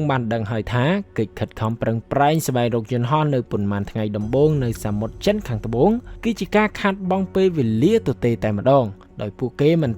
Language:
Khmer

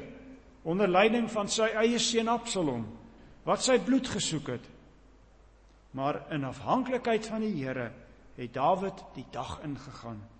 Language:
Afrikaans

